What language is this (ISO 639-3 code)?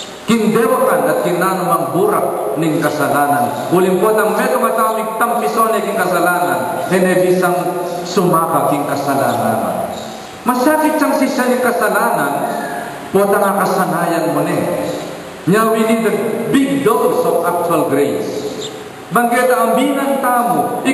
pam